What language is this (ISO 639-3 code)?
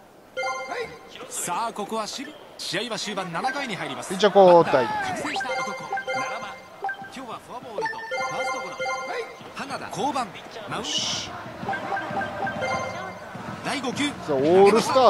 jpn